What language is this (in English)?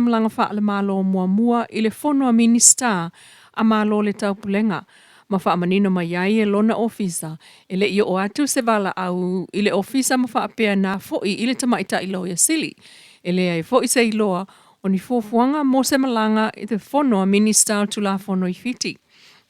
Samoan